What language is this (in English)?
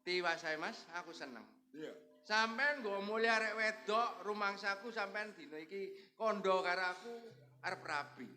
Javanese